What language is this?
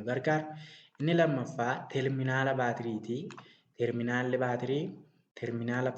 Oromo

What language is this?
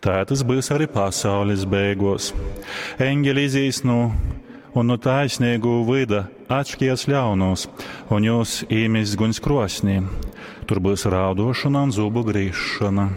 Latgalian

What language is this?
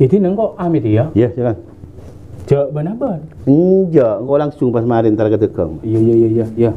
Madurese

